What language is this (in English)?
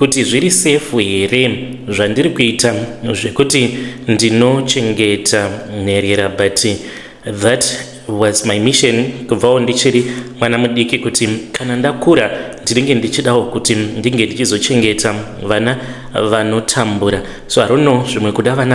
Shona